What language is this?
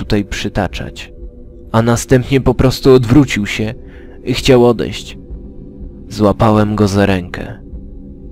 Polish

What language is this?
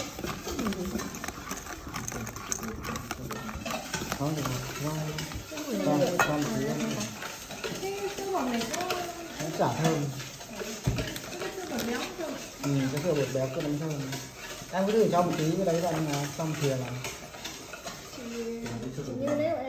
Vietnamese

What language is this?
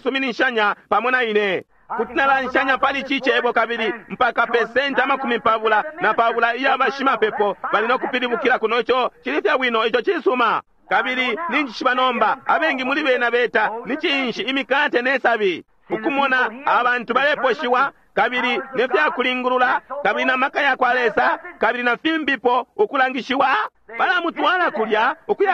Bemba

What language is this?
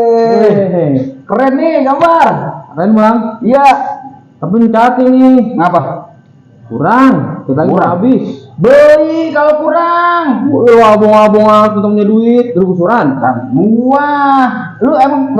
Betawi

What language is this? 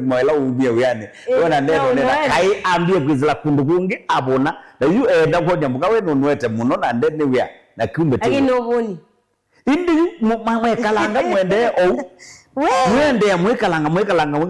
Kamba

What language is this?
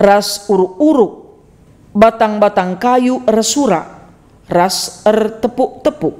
Batak Karo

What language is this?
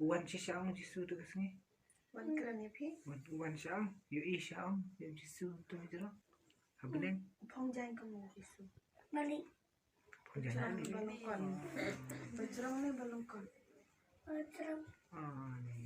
Khasi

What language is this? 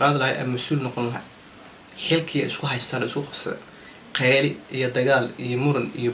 Somali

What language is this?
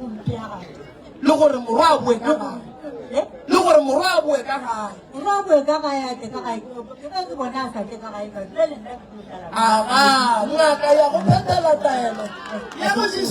Northern Sotho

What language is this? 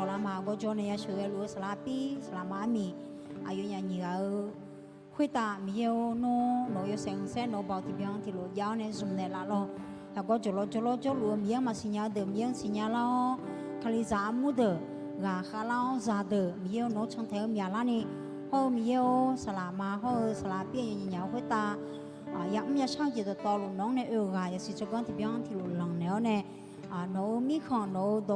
Akha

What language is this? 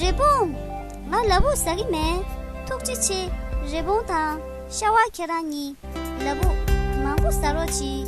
Tibetan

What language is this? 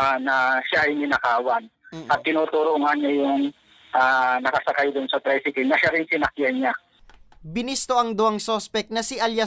Bikol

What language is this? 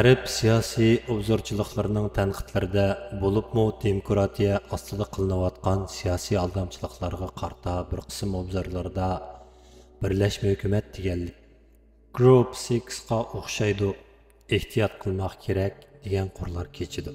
Uyghur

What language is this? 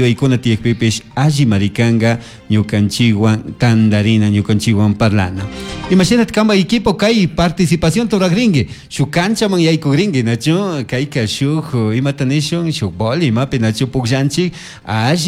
Chimborazo Highland Quichua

